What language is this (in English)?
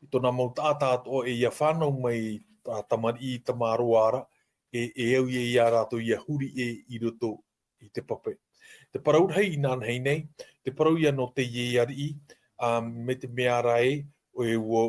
Tahitian